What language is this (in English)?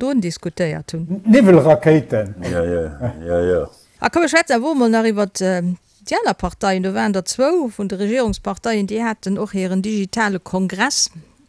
Luxembourgish